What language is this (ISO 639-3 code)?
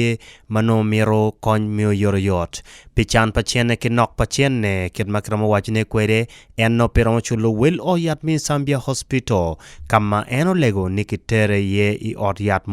ach